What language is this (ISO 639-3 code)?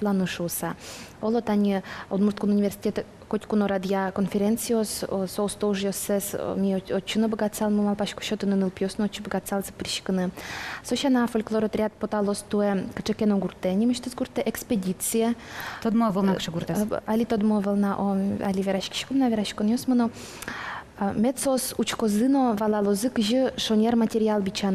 udm